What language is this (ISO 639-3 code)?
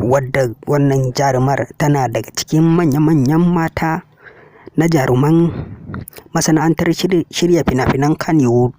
hau